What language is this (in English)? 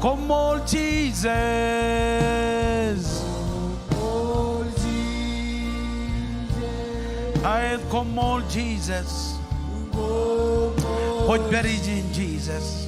Marshallese